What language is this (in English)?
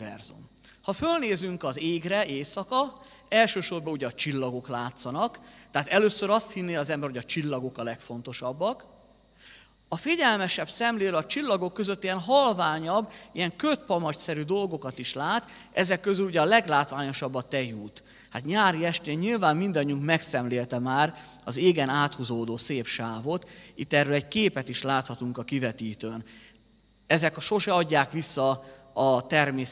Hungarian